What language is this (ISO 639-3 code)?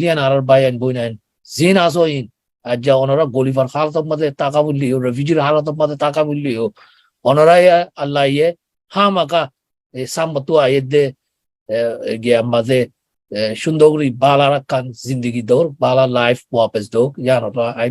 rhg